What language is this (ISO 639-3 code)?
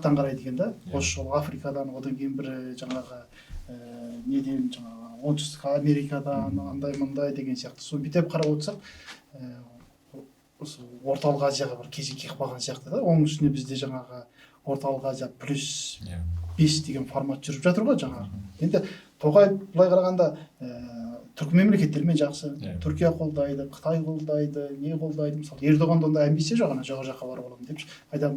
kaz